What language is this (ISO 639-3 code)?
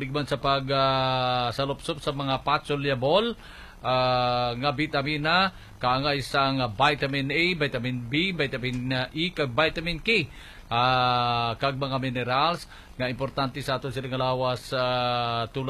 hil